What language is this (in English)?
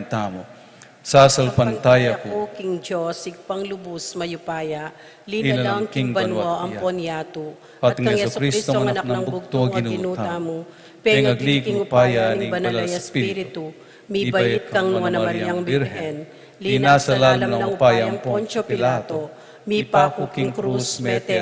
Pampanga